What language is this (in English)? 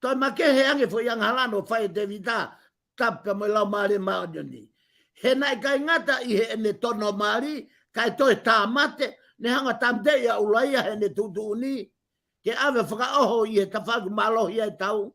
Tongan